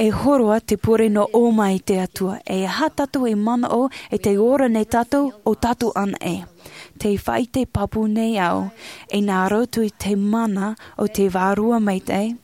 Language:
Tahitian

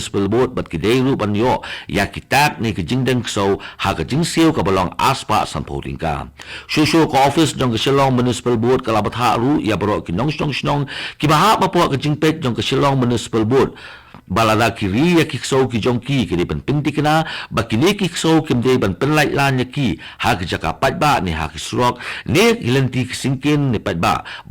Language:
Khasi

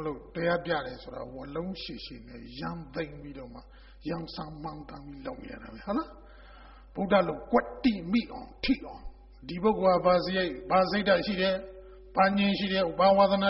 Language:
Burmese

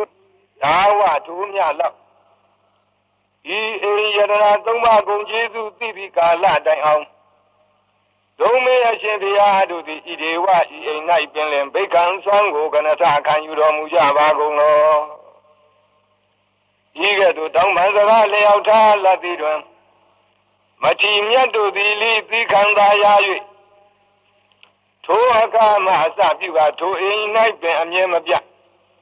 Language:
Burmese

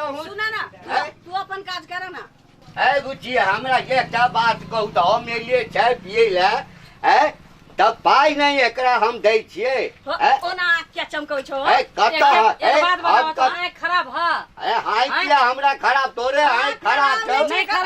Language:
Maithili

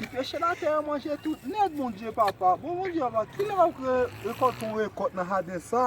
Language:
Haitian Creole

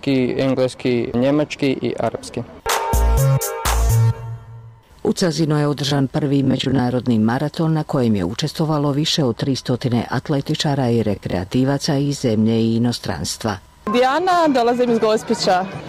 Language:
Bosnian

